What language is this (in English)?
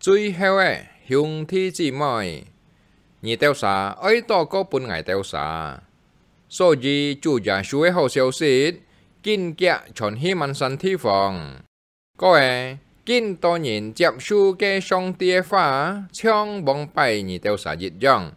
Hakka Chinese